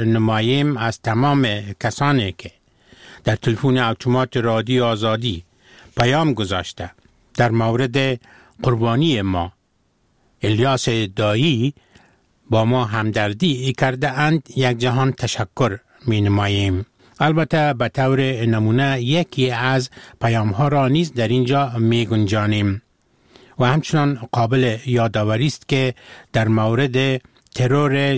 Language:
Persian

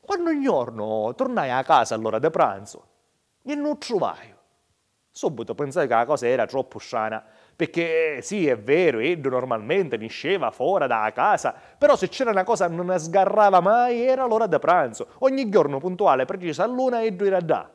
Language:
Sicilian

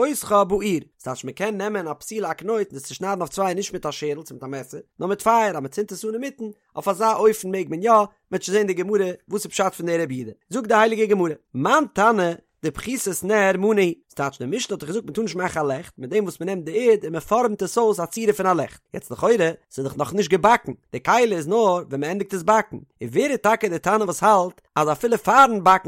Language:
Yiddish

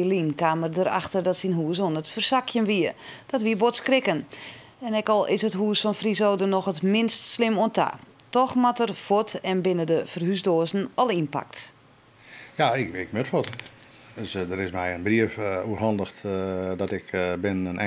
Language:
Western Frisian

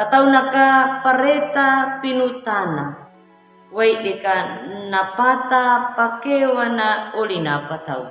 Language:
Anakalangu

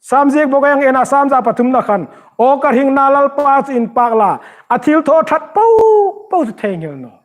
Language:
Hmar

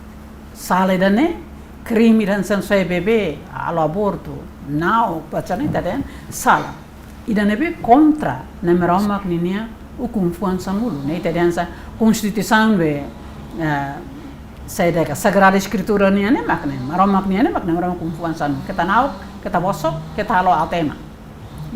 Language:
Tetum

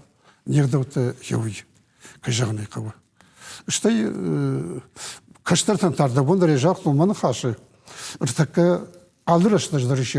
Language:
Ossetic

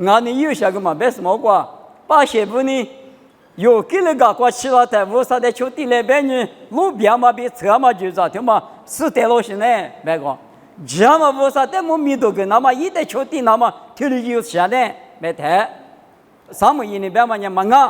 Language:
Lisu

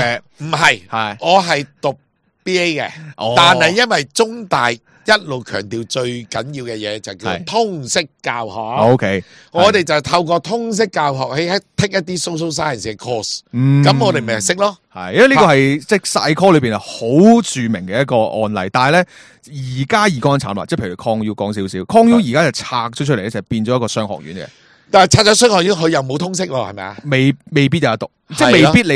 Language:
Cantonese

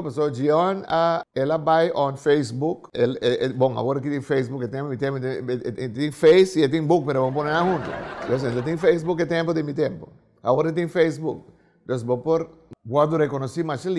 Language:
Papiamento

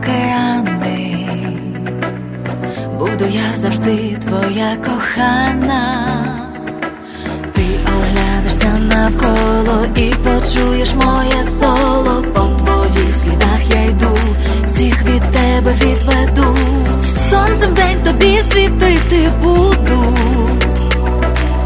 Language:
Ukrainian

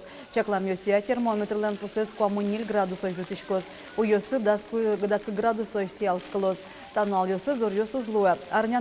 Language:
Udmurt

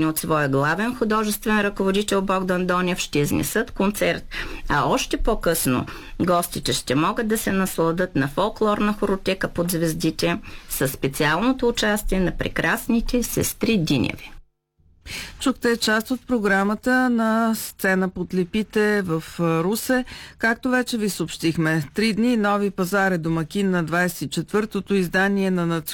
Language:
Bulgarian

